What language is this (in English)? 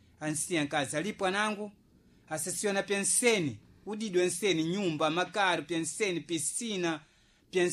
Sena